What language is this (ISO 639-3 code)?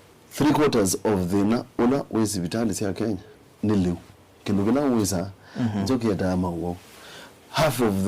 kam